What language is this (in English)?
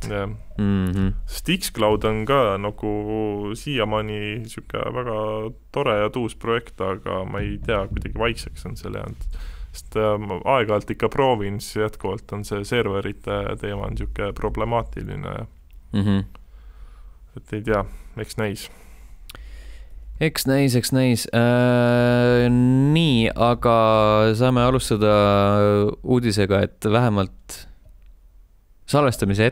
Estonian